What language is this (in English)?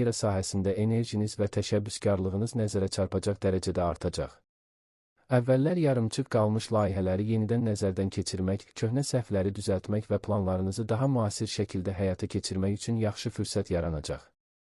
Azerbaijani